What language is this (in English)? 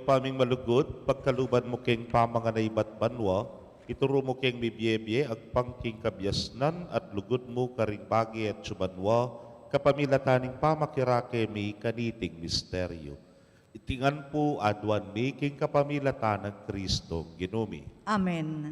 Pampanga